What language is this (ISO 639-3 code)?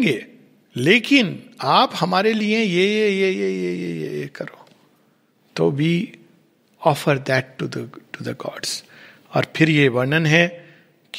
hin